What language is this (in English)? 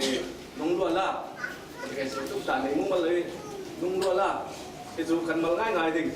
Falam Chin